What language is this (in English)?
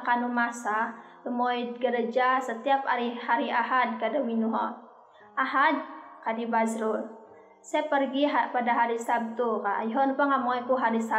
Central Dusun